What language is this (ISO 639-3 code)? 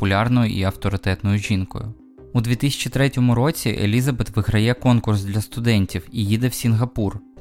ukr